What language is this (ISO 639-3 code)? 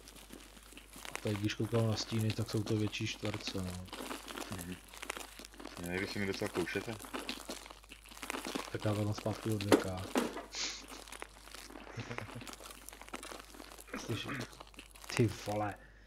ces